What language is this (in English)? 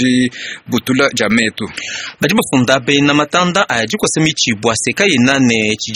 Luba-Lulua